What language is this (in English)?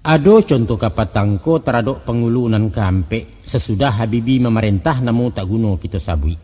Minangkabau